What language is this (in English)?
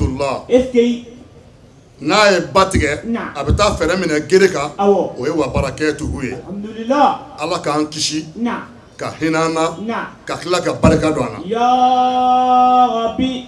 Bambara